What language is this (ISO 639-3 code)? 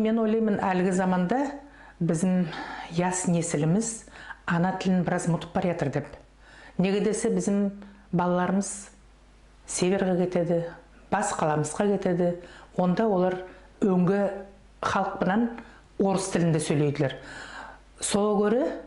nog